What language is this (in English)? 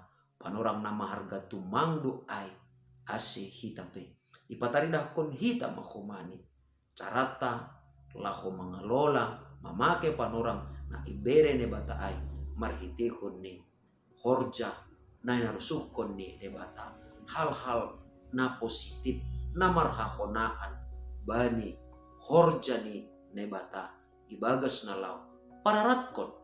Batak Simalungun